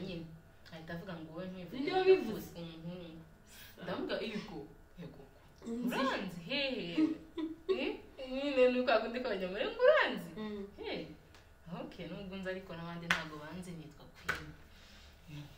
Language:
Kinyarwanda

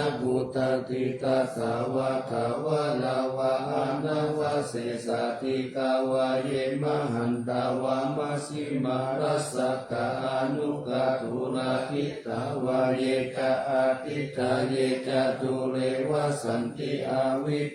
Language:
Pali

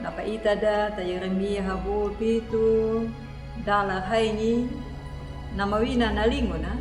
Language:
Anakalangu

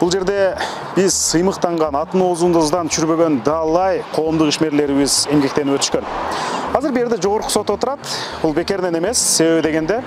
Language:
Kyrgyz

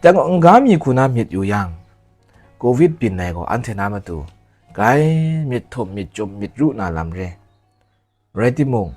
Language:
Kachin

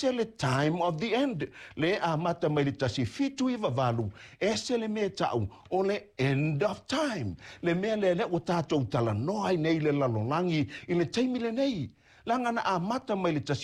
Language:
Samoan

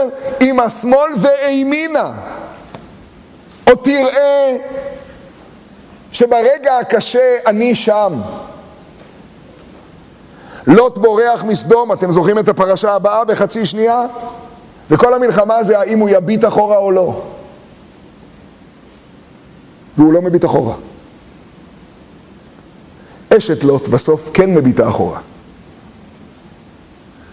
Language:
Hebrew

